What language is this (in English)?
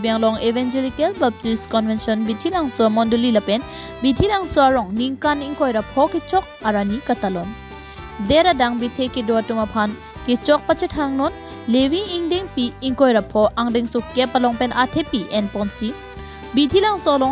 Karbi